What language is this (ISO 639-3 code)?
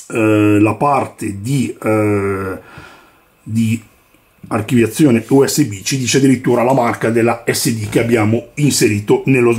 ita